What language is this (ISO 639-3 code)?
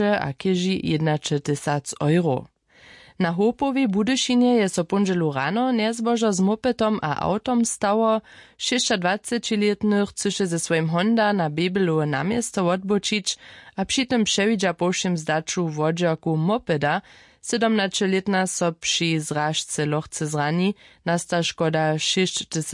hsb